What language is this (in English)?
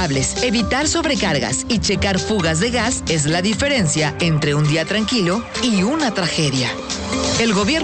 Spanish